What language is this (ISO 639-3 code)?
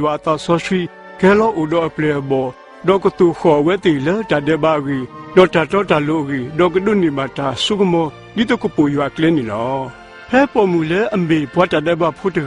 ksw